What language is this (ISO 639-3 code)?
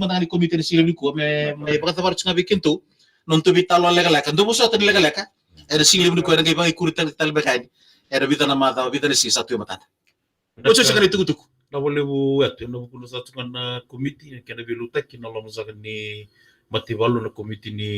fij